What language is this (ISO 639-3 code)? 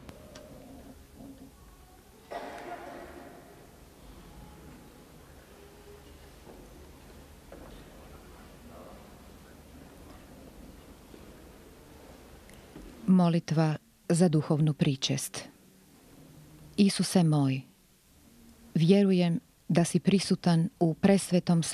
hrv